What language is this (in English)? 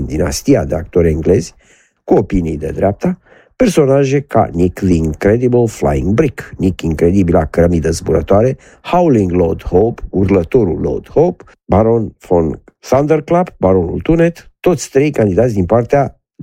Romanian